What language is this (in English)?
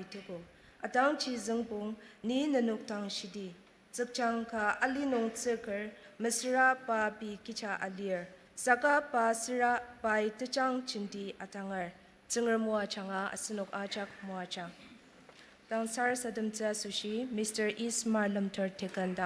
Ao Naga